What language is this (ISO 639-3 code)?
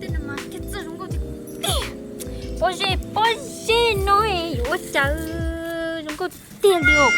hmn